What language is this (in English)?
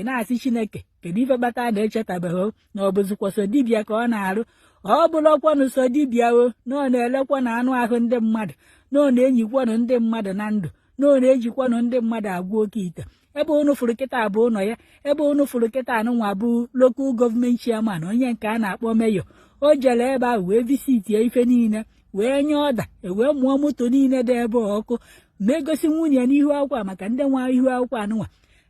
Igbo